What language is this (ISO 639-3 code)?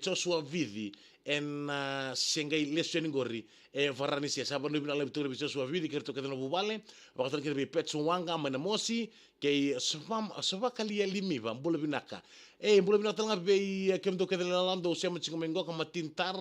fij